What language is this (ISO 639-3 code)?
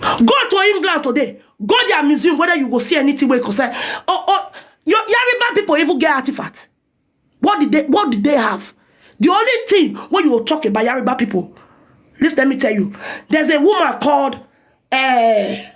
pcm